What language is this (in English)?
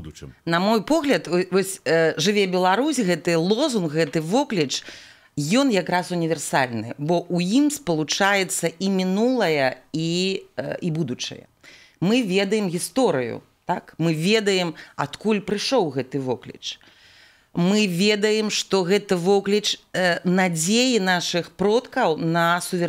Belarusian